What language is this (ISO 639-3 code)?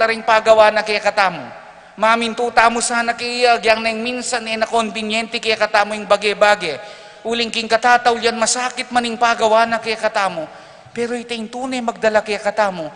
pam